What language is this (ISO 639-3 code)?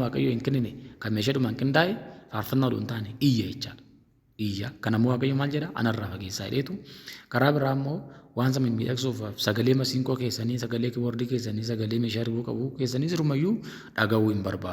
orm